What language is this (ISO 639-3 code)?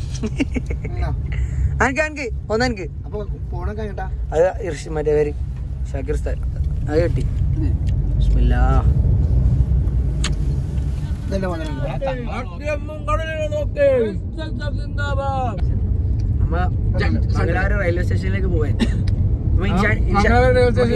mal